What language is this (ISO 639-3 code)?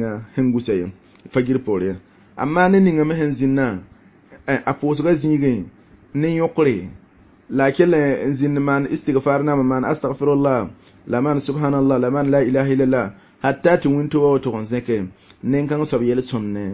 mos